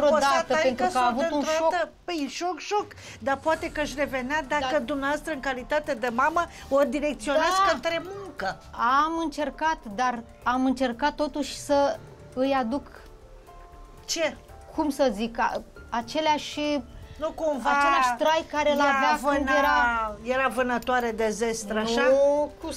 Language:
Romanian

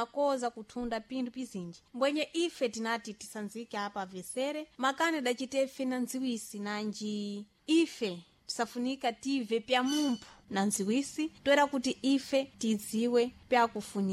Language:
Sena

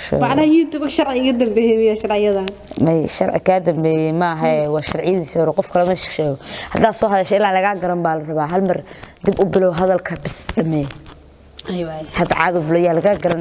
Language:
Somali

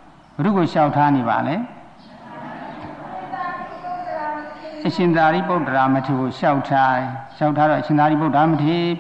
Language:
Burmese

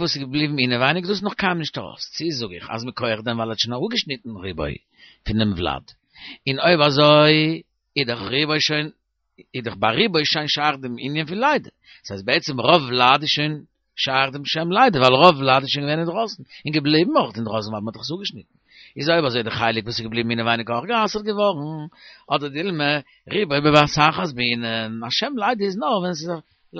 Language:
Yiddish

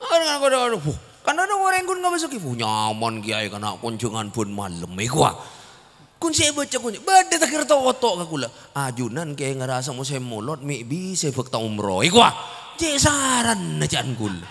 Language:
Madurese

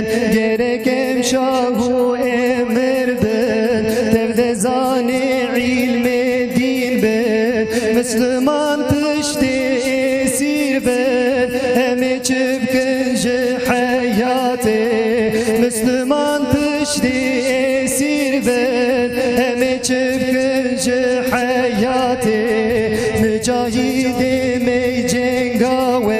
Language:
Kurdish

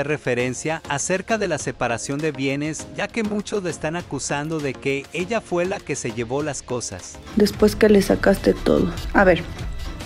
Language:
Spanish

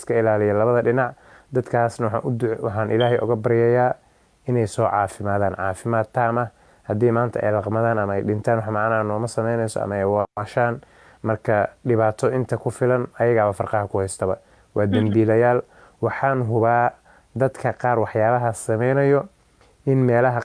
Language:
Somali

